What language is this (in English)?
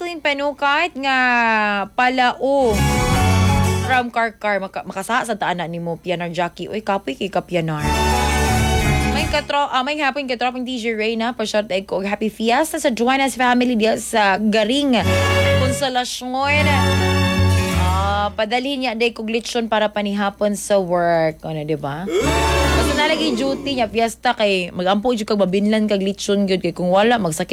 Cebuano